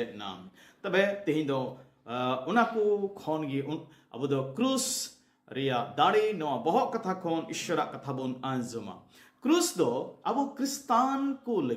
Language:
Santali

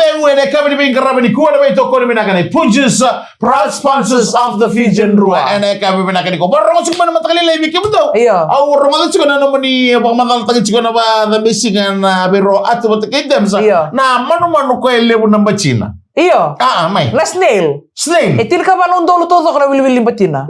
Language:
Fijian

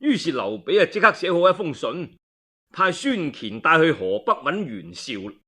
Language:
Cantonese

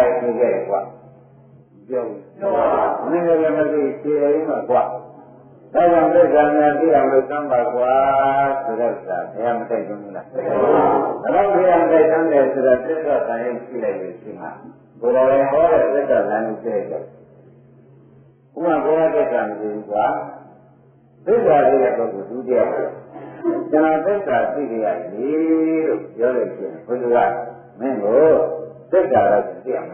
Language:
Burmese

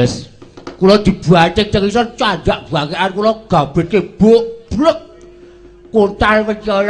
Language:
Javanese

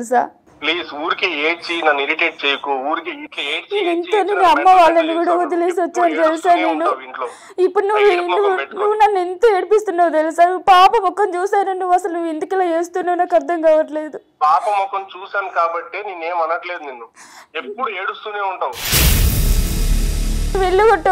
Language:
Telugu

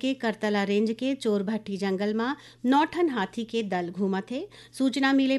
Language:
Chhattisgarhi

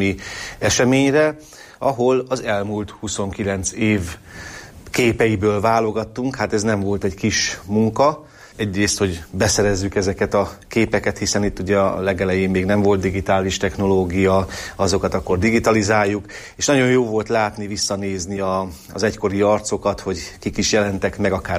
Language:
Hungarian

